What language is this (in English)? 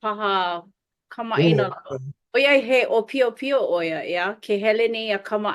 Hawaiian